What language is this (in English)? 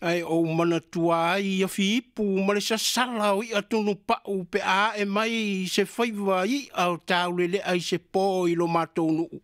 Samoan